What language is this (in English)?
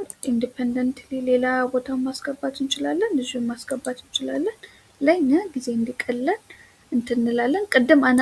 Amharic